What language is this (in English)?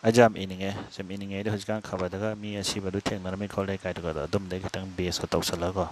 Manipuri